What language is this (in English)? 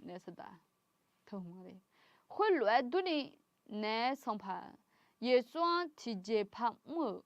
Akha